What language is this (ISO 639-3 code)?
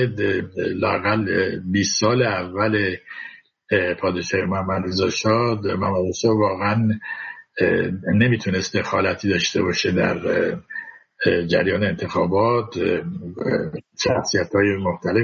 fas